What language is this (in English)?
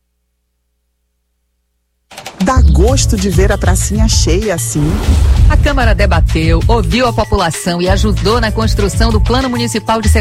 Portuguese